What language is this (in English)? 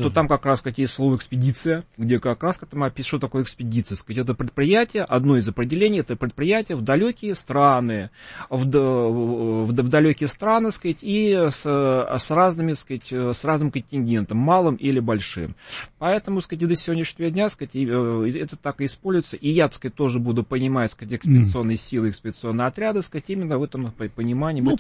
Russian